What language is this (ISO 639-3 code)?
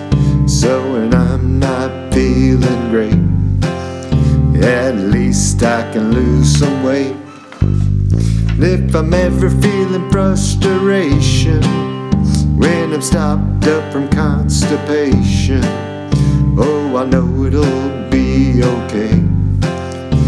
eng